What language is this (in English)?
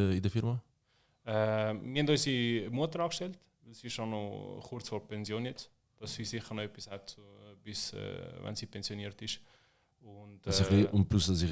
Swiss German